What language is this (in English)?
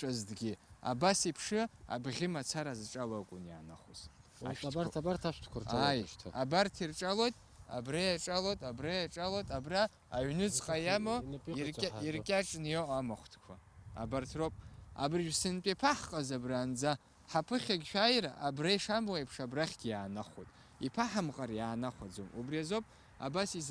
Abkhazian